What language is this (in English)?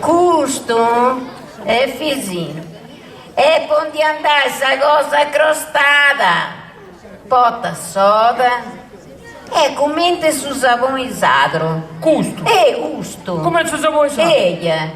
Sardinian